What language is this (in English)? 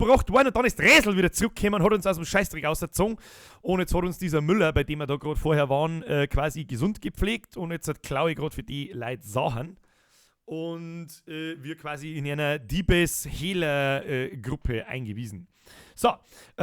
Bavarian